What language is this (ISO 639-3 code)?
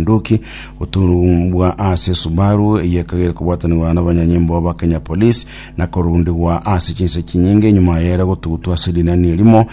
guz